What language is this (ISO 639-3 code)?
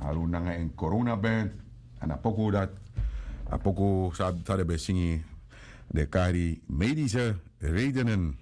srn